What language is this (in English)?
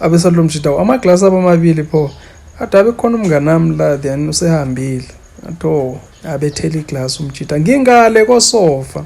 Zulu